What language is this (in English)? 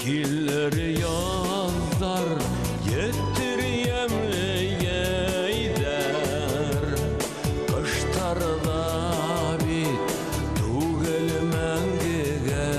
Bashkir